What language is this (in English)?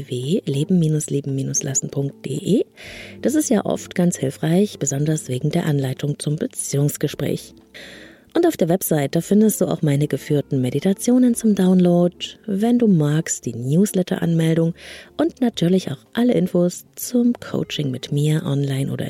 German